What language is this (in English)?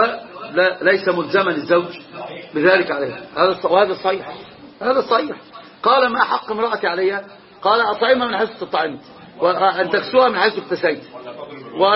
Arabic